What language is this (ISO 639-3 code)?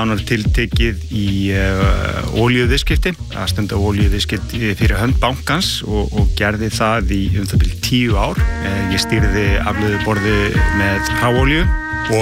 isl